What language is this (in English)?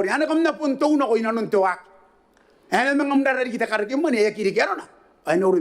Gilbertese